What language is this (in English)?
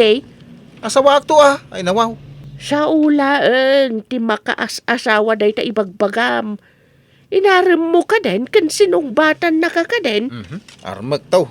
Iloko